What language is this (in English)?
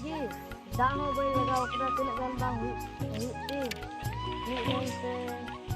Santali